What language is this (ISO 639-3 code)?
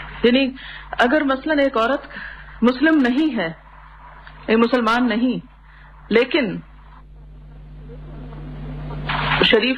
urd